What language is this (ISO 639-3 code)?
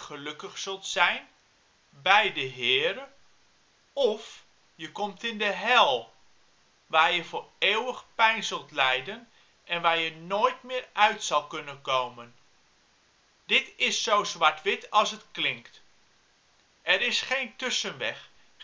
nld